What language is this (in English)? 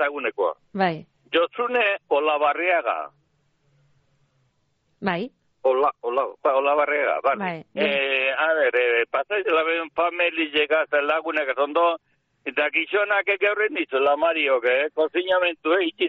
Basque